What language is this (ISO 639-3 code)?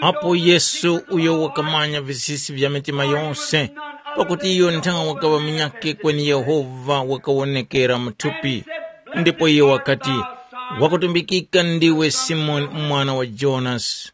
tum